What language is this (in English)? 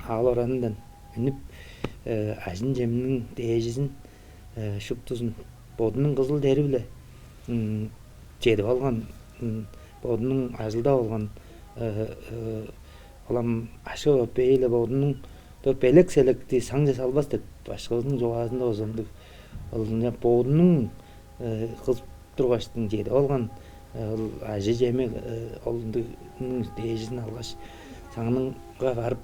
Tuvinian